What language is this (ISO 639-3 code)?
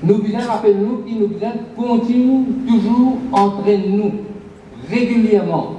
mfe